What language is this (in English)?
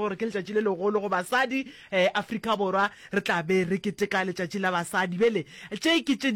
Northern Sotho